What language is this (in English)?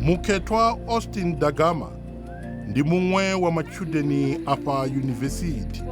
Venda